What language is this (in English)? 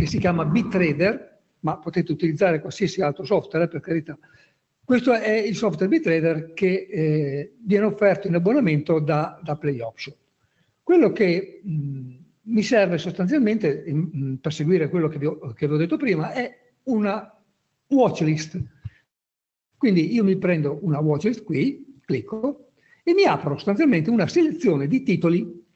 Italian